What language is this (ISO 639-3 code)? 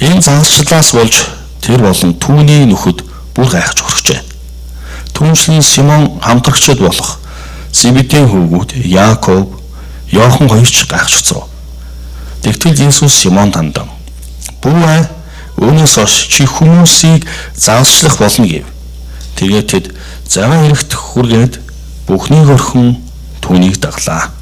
mon